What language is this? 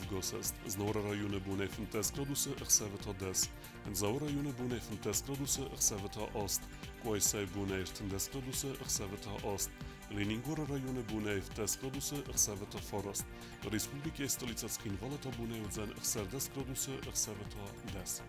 Ossetic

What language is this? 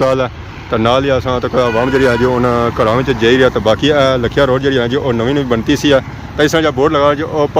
Pahari-Potwari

